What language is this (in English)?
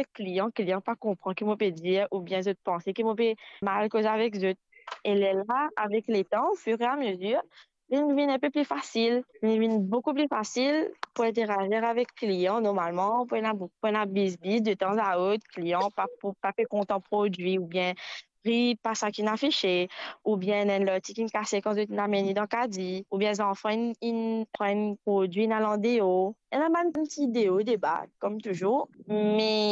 Morisyen